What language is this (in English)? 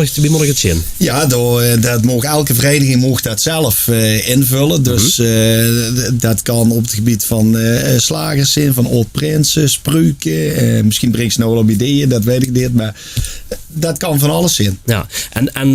Limburgish